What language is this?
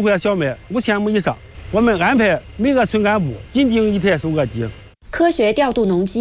Chinese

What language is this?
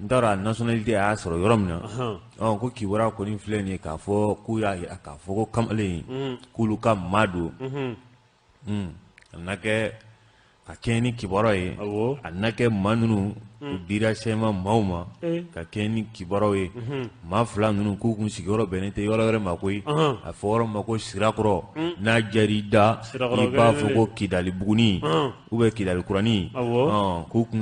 Bambara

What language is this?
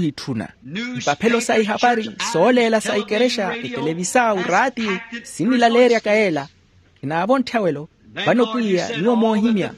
Makhuwa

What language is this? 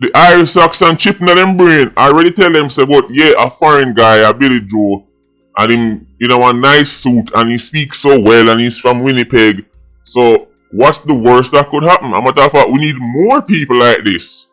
Jamaican Creole English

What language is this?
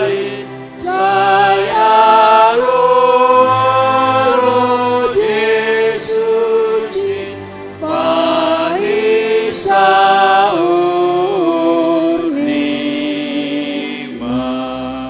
Batak Simalungun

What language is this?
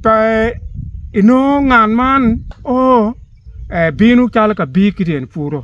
Acoli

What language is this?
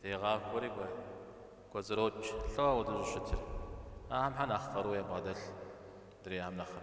Kabardian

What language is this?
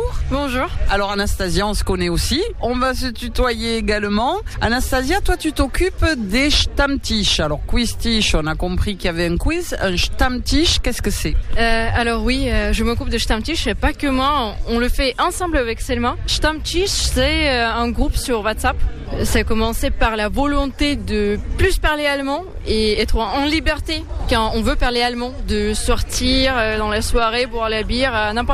French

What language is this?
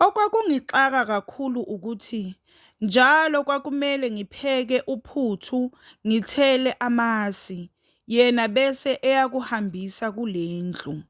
Zulu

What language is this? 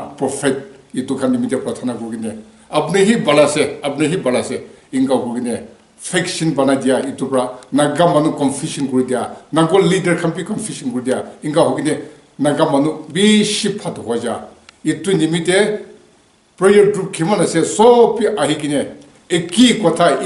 Naga Pidgin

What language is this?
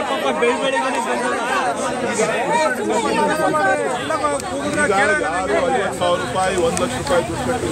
Kannada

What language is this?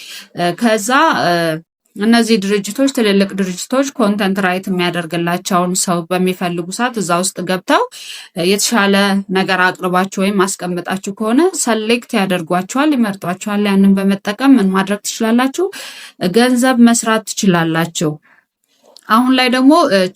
Amharic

